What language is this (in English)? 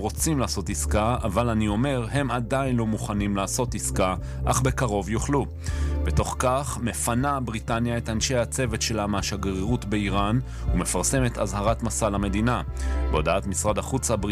Hebrew